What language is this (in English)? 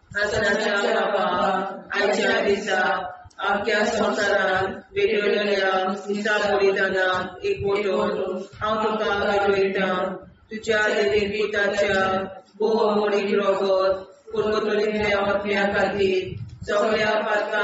Konkani